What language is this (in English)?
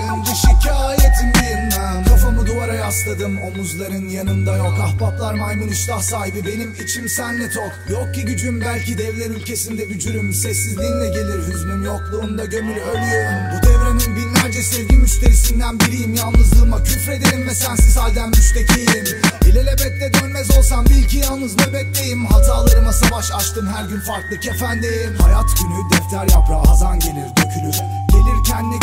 Turkish